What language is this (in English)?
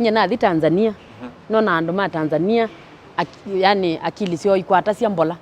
Kamba